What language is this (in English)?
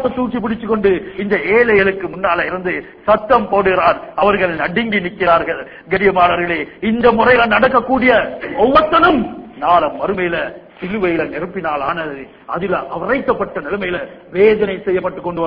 Tamil